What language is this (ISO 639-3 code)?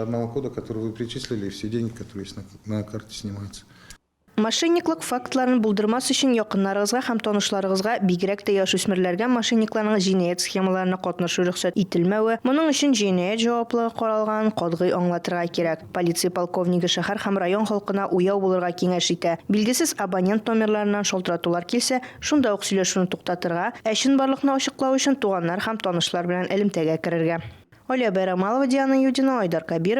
tat